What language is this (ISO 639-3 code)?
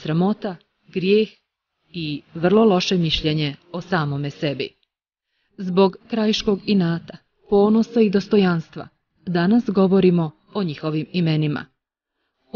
bos